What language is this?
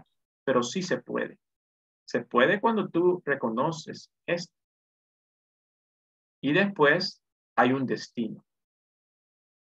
Spanish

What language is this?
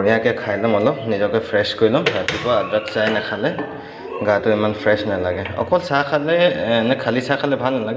Assamese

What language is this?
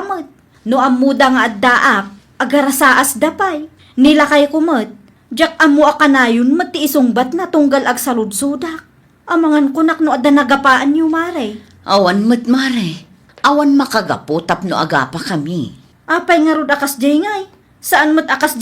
Iloko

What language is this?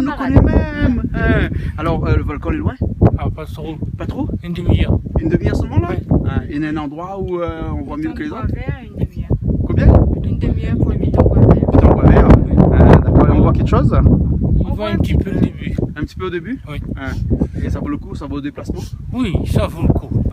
Réunion Creole French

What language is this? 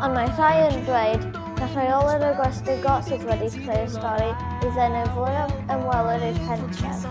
Welsh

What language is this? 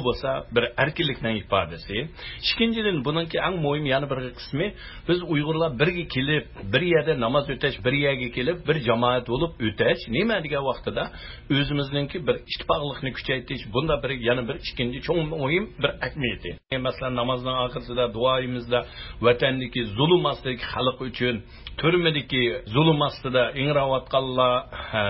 Uyghur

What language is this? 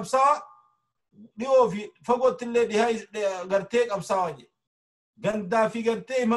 Oromo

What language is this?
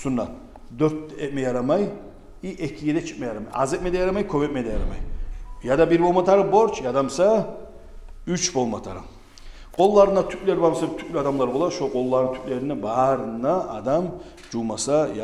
Kumyk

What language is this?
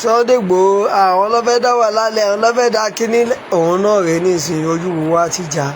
Yoruba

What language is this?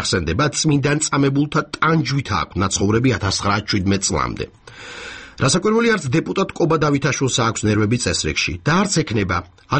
Georgian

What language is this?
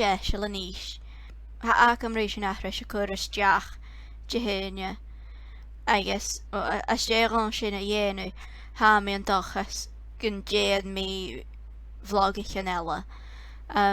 Scottish Gaelic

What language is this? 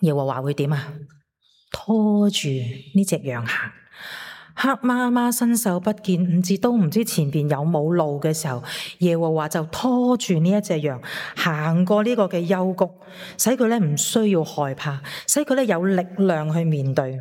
Cantonese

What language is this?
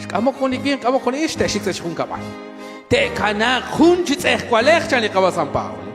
Kekchí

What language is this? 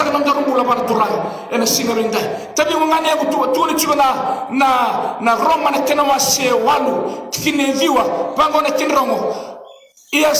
Fijian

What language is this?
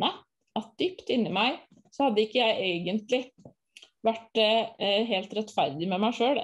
Norwegian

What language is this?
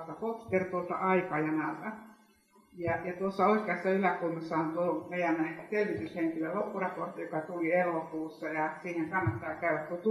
Finnish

